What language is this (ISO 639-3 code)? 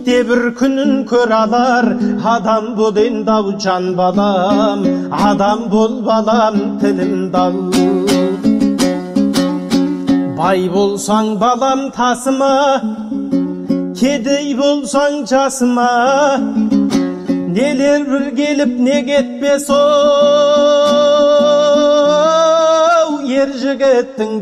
kaz